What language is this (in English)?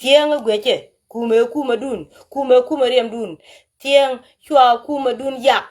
Nuer